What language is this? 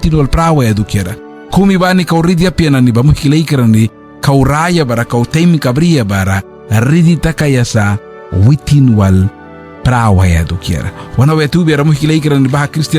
Mískito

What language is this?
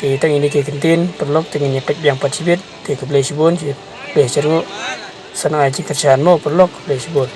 Khasi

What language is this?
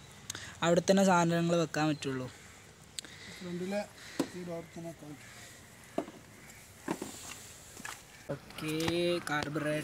Malayalam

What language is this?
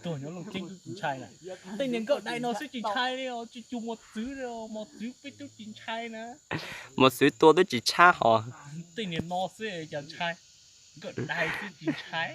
Hmong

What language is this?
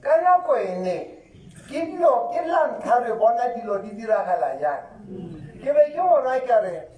Tswana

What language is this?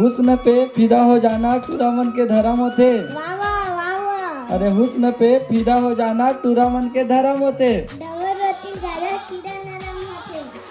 Chhattisgarhi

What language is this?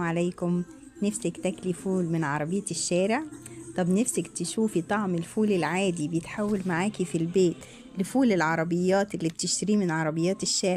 Egyptian Arabic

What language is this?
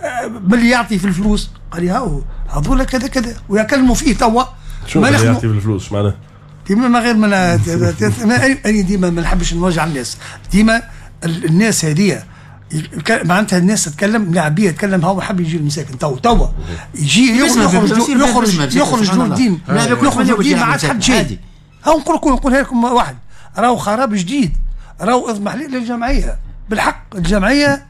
Tunisian Arabic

